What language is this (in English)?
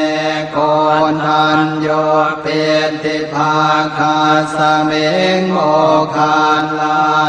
Pali